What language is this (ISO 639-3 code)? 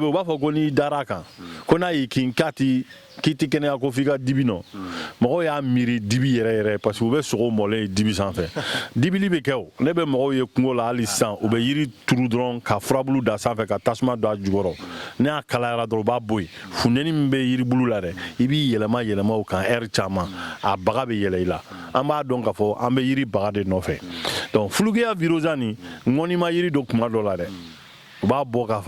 bam